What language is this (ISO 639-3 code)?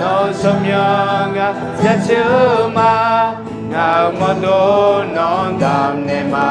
ahk